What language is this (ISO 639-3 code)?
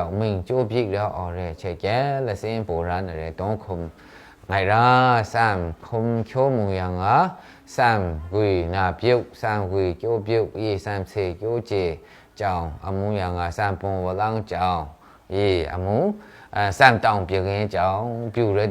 mhx